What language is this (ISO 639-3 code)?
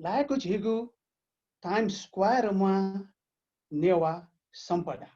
new